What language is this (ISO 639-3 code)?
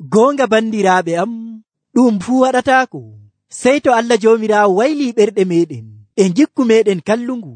fuv